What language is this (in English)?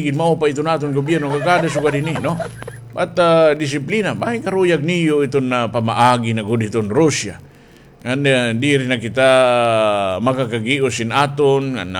Waray